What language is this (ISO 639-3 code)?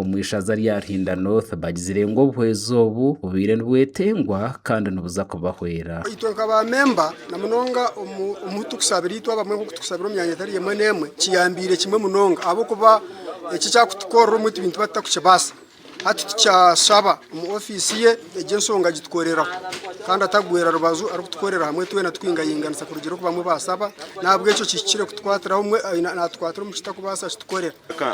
nyn